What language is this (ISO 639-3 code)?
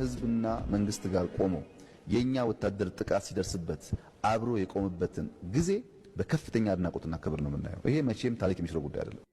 amh